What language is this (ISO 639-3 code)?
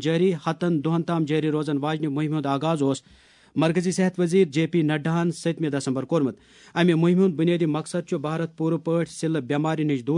kas